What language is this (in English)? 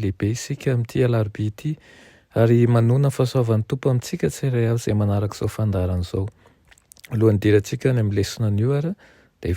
Malagasy